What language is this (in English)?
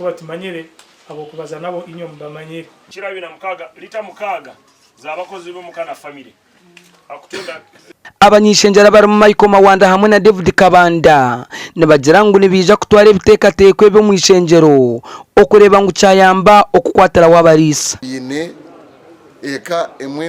Nyankole